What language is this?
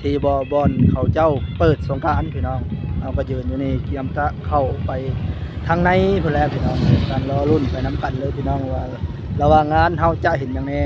Northeastern Thai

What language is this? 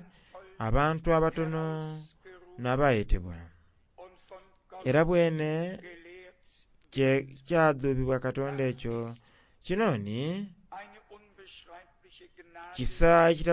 Soga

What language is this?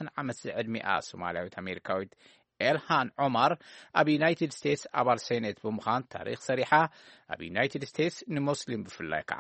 Tigrinya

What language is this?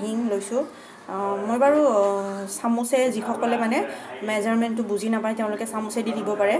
Assamese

